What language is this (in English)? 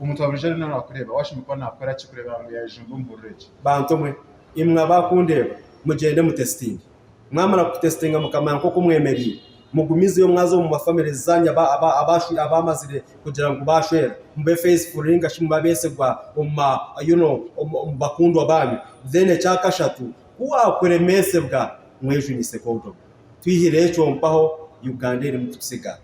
Nyankole